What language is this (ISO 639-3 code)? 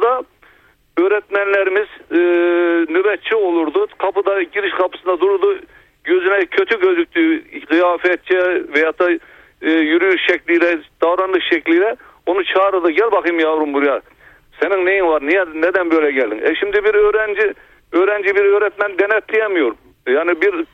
tur